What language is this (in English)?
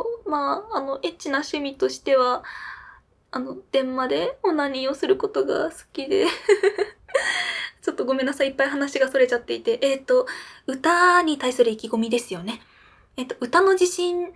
Japanese